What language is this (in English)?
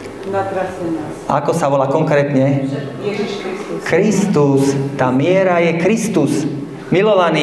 Slovak